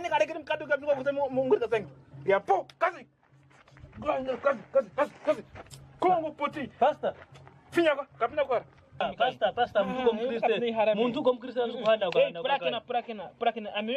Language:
Kwangali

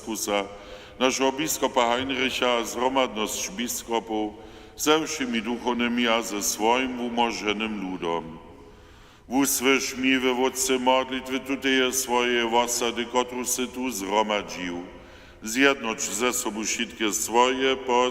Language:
Upper Sorbian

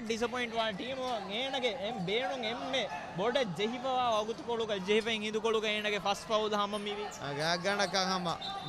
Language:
Divehi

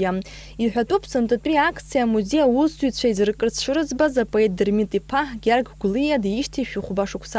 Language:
Abkhazian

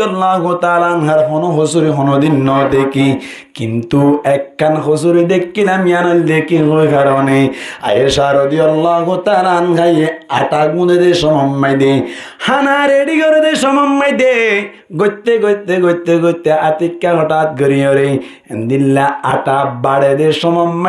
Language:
Rohingya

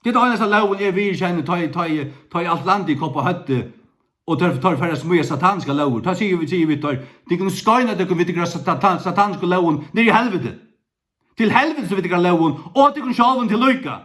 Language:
Faroese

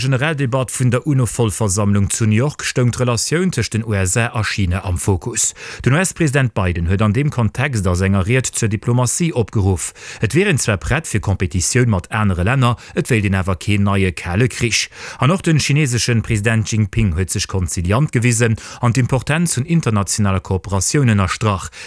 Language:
Luxembourgish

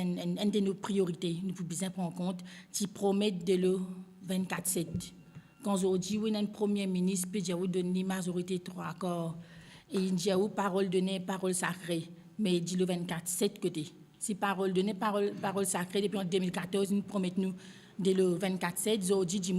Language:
Morisyen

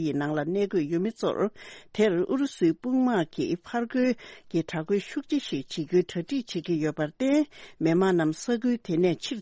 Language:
Tibetan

